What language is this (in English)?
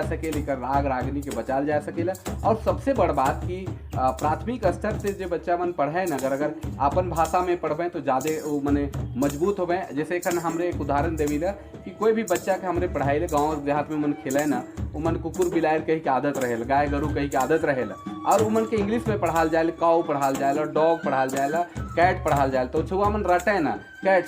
Sadri